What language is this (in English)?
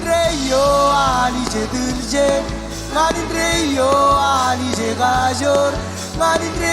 Marshallese